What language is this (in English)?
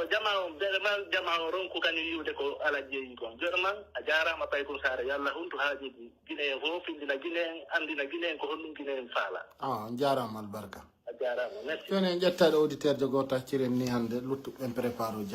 Pular